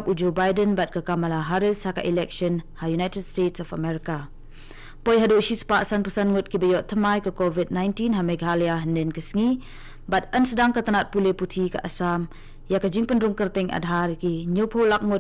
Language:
Khasi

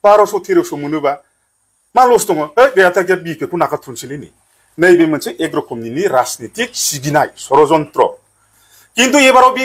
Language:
Bodo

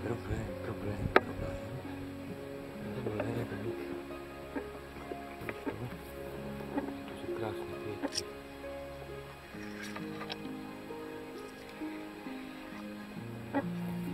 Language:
Slovak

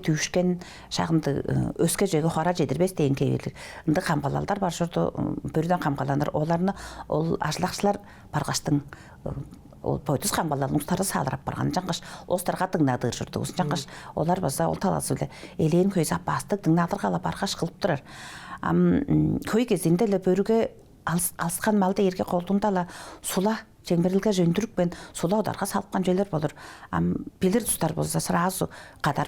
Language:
Tuvinian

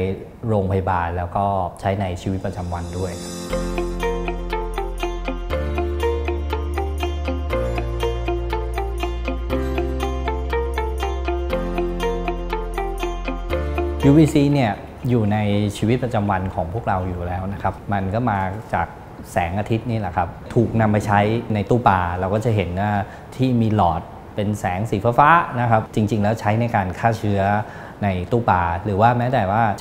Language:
Thai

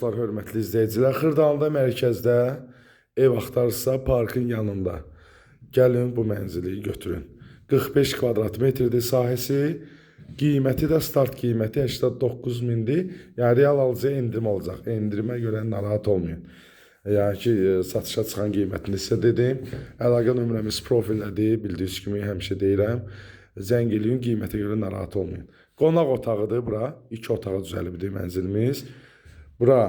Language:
Azerbaijani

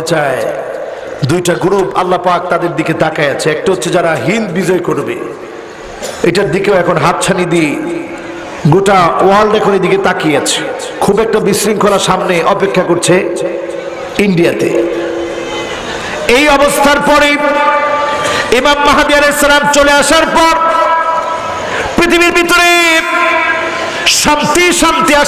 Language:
Bangla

